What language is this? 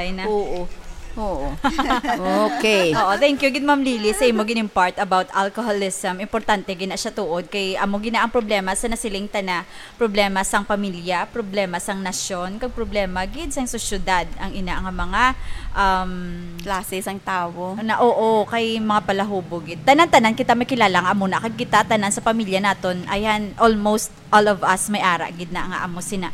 Hiligaynon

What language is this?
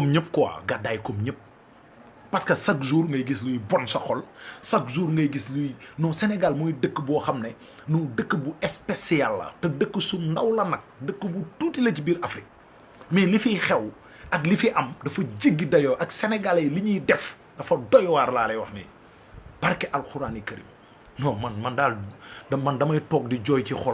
Wolof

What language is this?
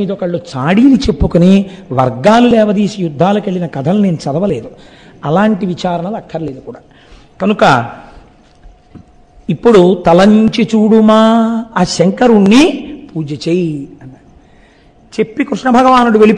Telugu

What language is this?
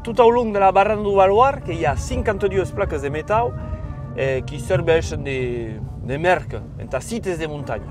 Occitan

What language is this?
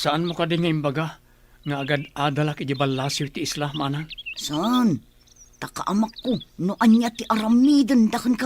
Iloko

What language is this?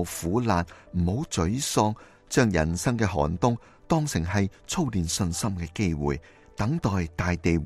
Cantonese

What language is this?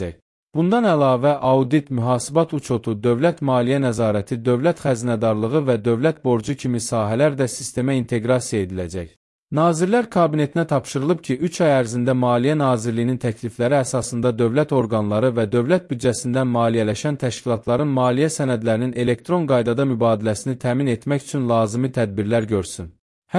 Azerbaijani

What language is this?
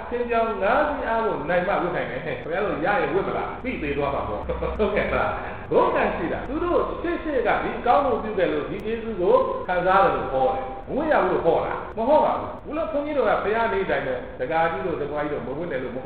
Burmese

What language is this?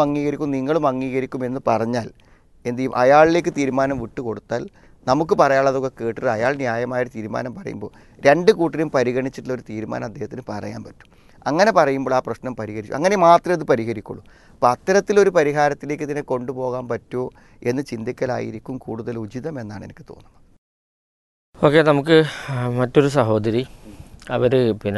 Malayalam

